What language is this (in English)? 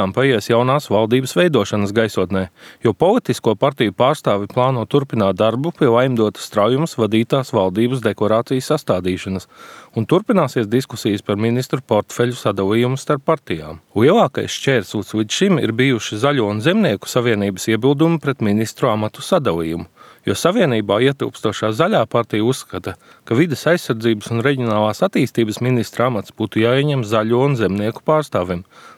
Latvian